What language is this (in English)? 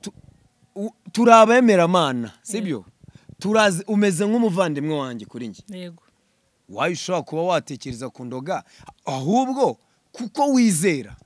Kinyarwanda